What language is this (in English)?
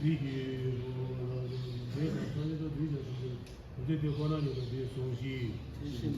Tibetan